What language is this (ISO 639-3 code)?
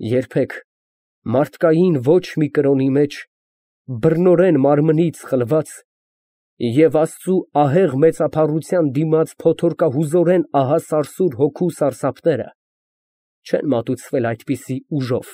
hye